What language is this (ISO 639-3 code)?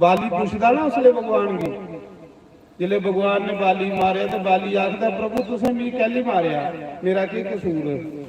doi